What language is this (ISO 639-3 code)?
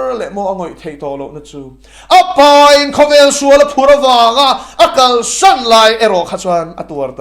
lus